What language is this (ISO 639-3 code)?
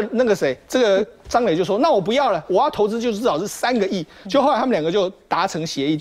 zho